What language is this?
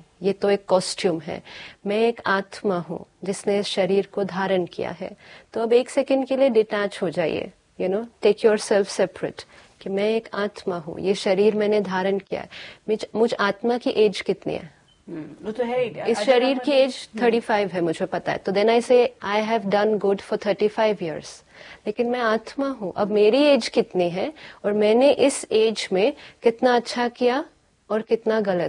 Hindi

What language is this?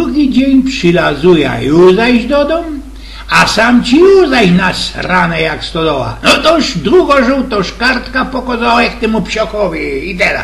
Silesian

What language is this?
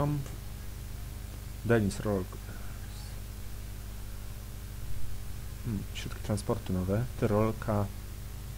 Polish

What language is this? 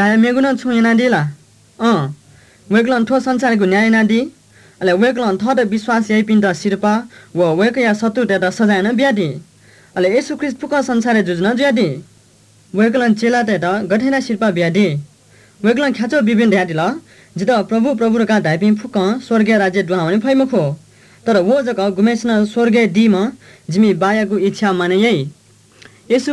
Newari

